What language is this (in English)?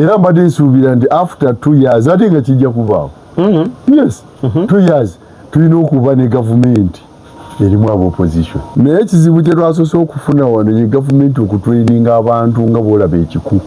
Ganda